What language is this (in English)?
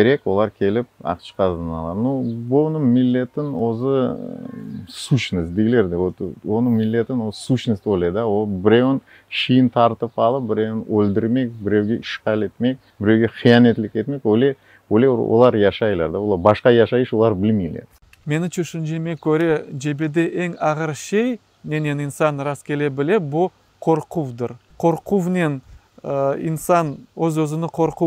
Crimean Tatar